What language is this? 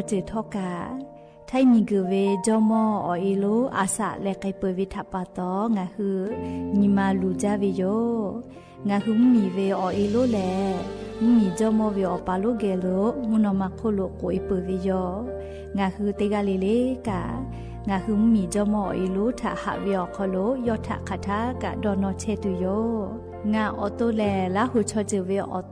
Lahu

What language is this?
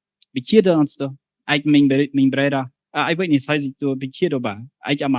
Plautdietsch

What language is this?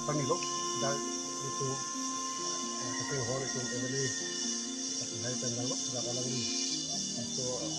Karbi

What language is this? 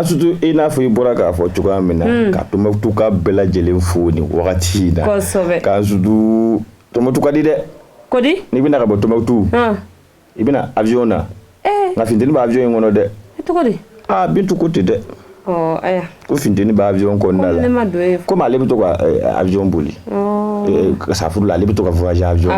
Bambara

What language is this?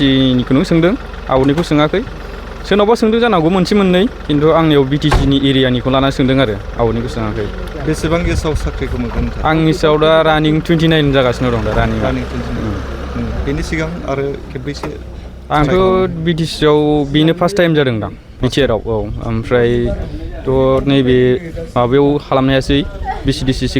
Bodo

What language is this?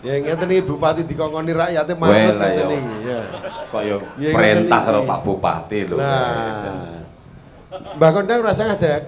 Javanese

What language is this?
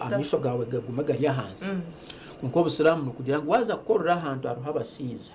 Nyankole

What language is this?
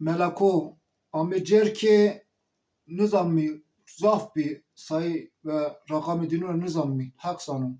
Zaza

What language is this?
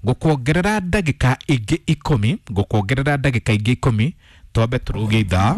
Kikuyu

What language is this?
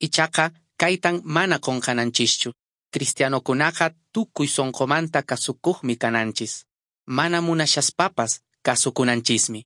Quechua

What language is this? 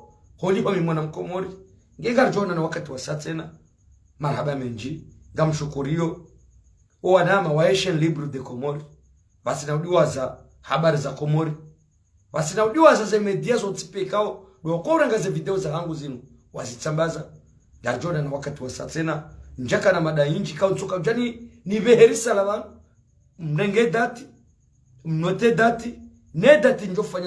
Ngazidja Comorian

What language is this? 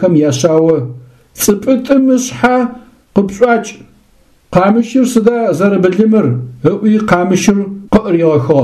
Adyghe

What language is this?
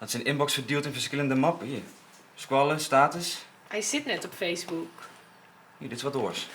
Western Frisian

